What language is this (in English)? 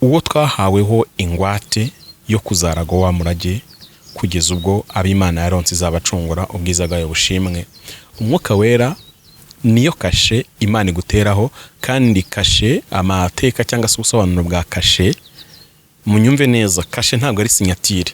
Kinyarwanda